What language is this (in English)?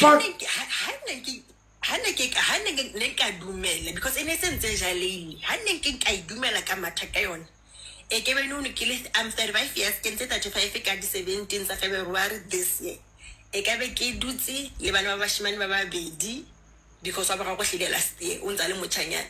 Southern Sotho